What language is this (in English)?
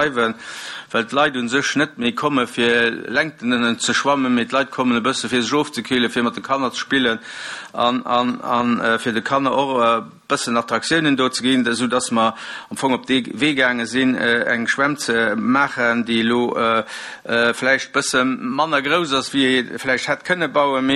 Luxembourgish